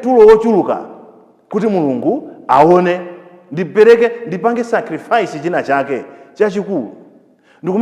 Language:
Nyanja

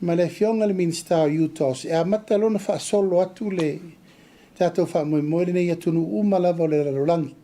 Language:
Samoan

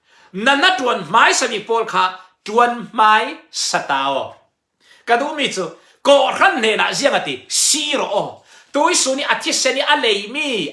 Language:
Falam Chin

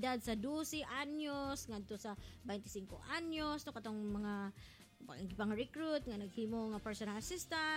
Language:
Cebuano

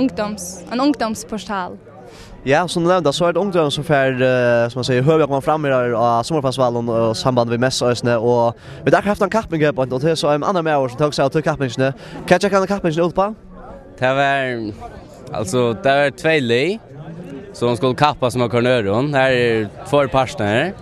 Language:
Faroese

